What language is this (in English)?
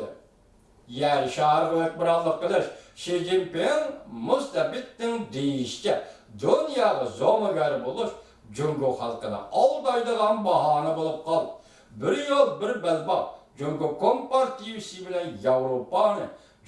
Uyghur